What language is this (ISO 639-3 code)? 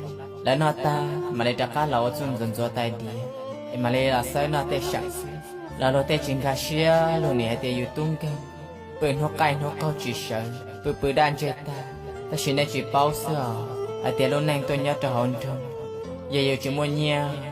hmn